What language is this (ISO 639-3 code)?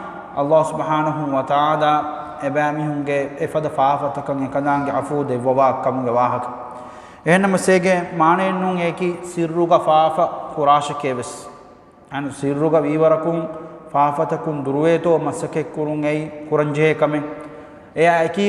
div